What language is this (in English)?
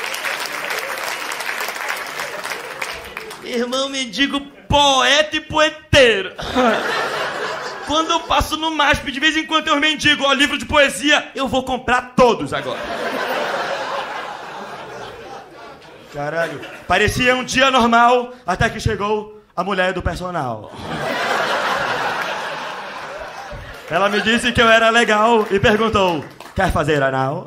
Portuguese